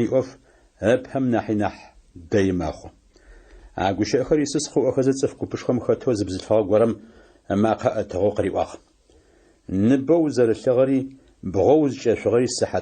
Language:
Adyghe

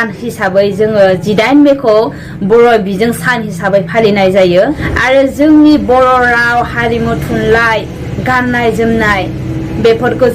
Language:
Bodo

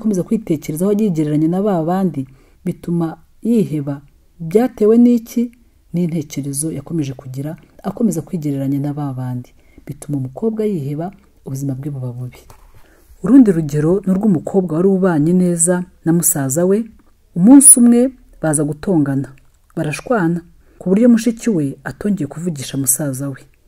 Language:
Kinyarwanda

